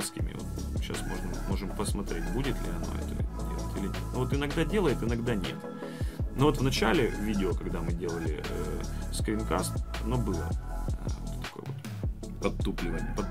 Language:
Russian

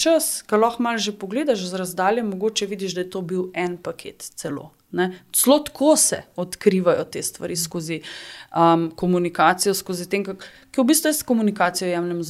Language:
Slovenian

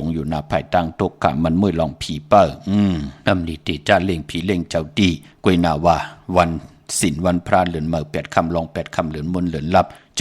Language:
Shan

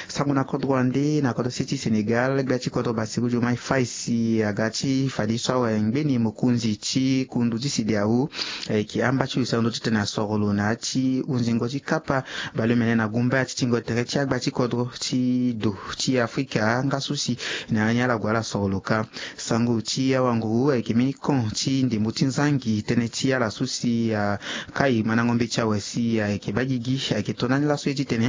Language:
Sango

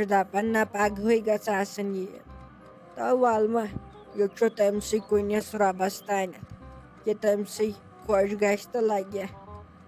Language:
Kashmiri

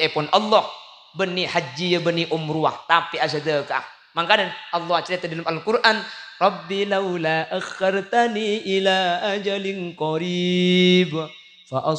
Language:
Madurese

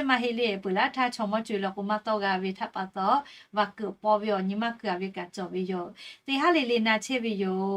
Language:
Lahu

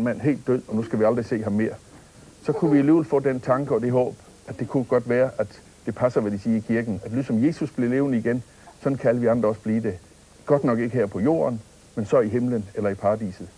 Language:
Danish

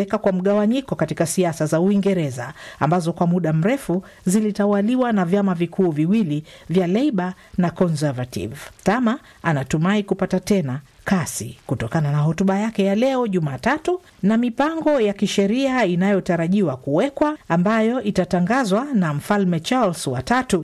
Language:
Swahili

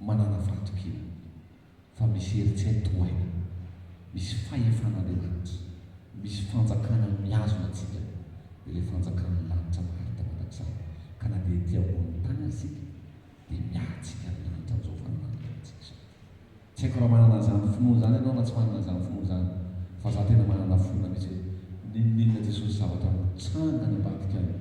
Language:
Malagasy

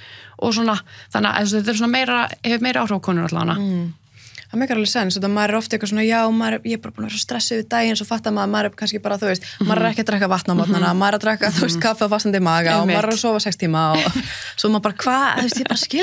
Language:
Icelandic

